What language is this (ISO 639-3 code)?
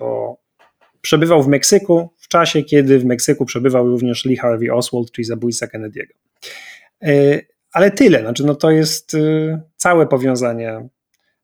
pol